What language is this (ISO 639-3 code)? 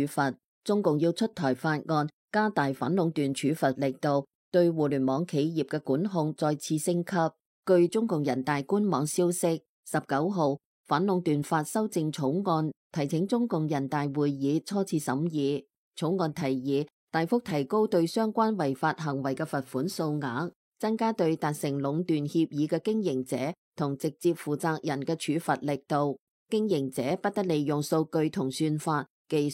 yue